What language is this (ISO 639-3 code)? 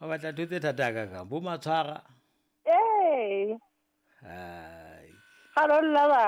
sot